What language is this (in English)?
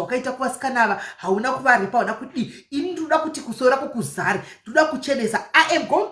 Shona